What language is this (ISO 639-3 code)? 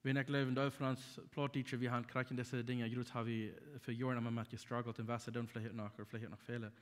pdt